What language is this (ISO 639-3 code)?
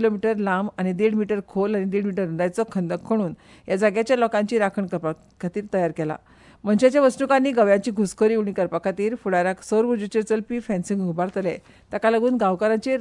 kok